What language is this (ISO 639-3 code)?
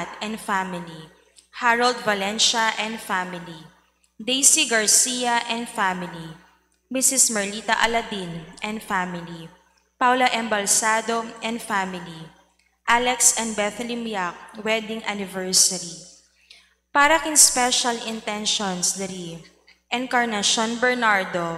pam